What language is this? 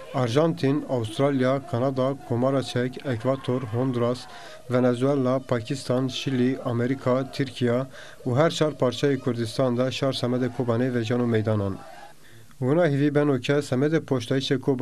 Zaza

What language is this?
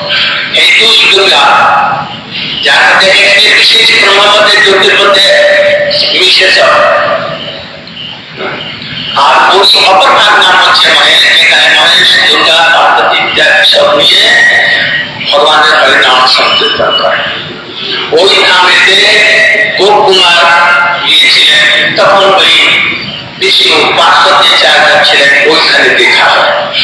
Bangla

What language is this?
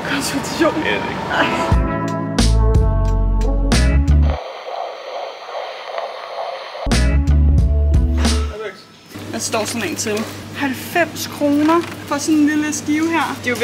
Danish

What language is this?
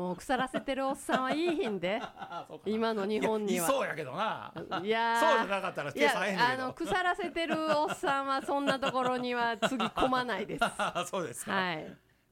Japanese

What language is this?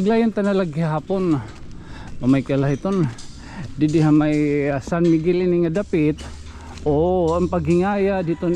Waray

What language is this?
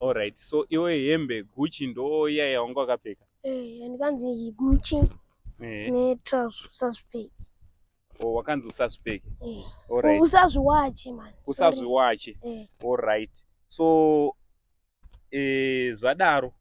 Shona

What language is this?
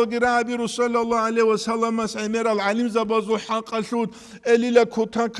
Avaric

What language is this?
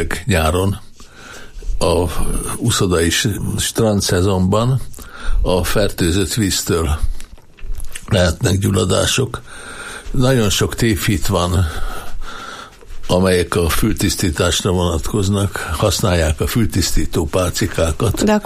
Hungarian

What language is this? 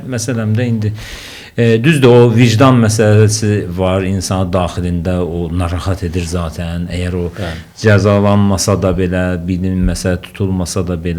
Azerbaijani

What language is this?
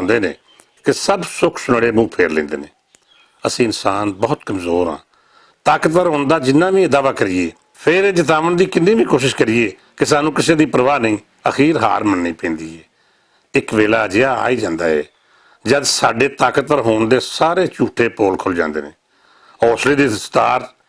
Western Panjabi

